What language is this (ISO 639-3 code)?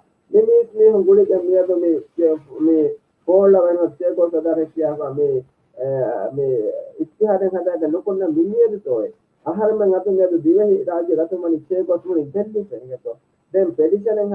div